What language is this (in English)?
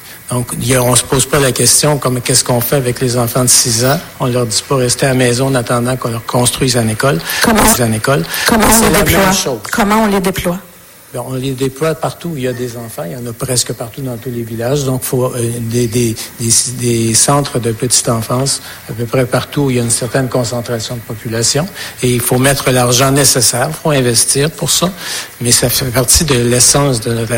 French